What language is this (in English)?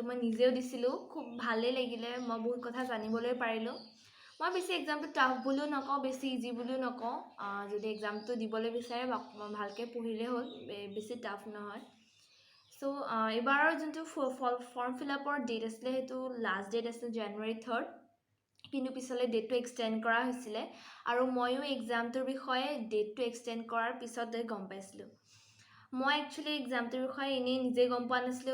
Assamese